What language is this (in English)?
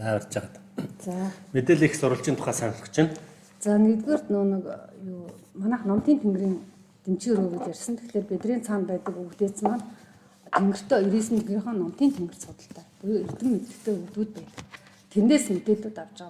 Mongolian